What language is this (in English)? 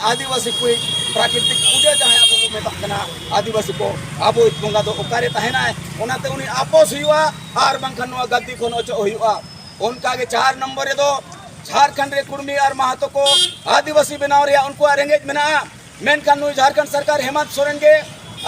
Santali